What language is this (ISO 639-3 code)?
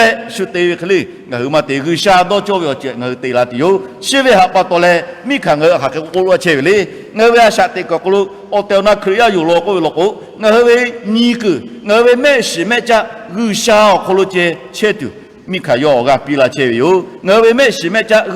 lhu